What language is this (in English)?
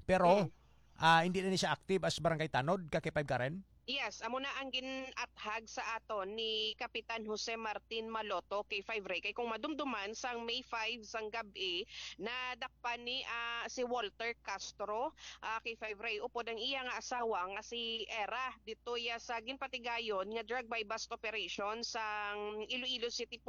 Hiligaynon